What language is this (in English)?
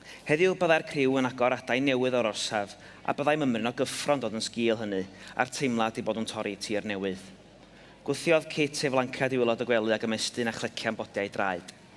Welsh